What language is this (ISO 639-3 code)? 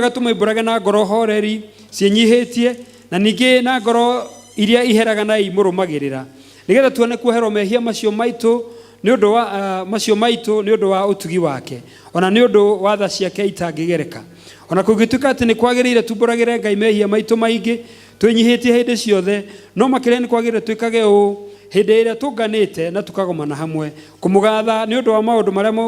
kik